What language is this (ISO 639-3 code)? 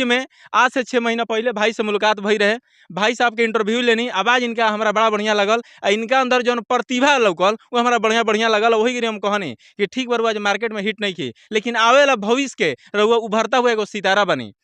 bho